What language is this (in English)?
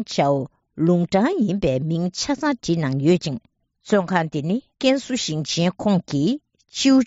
Tibetan